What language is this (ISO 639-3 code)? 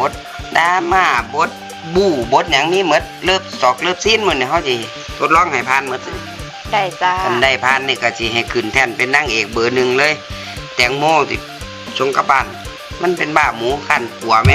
tts